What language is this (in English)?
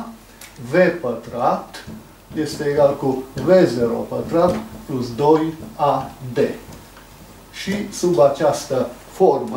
Romanian